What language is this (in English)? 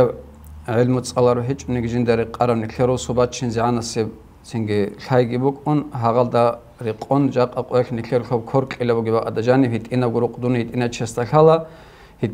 Avaric